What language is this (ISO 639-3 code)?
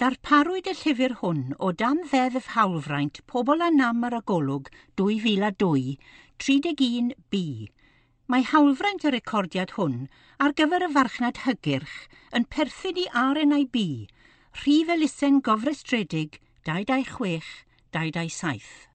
cym